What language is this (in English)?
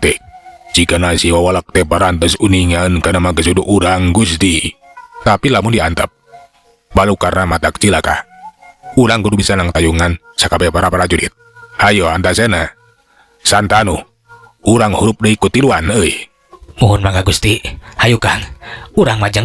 Sundanese